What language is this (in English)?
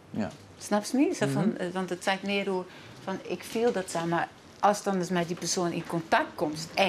Western Frisian